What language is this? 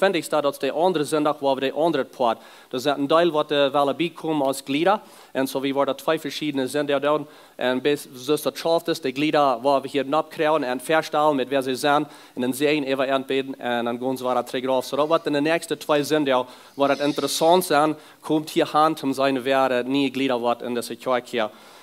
Plautdietsch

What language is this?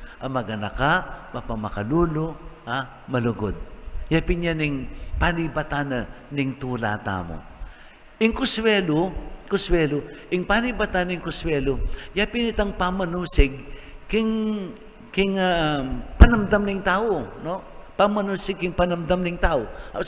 Pampanga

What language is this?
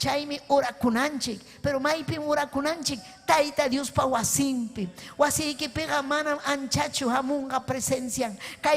Ayacucho Quechua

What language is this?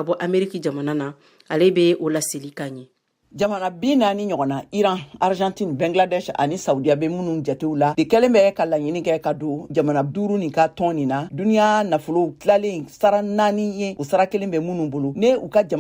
Bambara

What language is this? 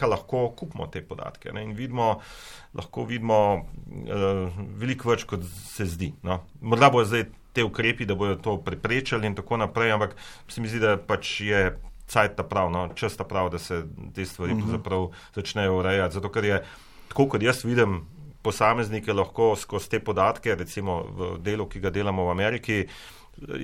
Slovenian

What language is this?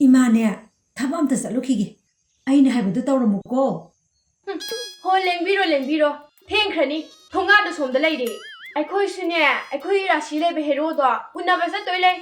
Manipuri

